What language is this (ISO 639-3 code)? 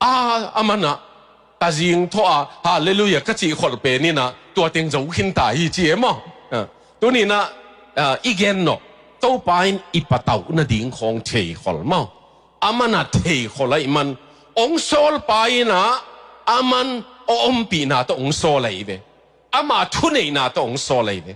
ctd